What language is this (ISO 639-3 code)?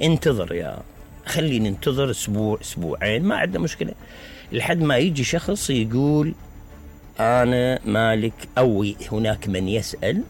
acm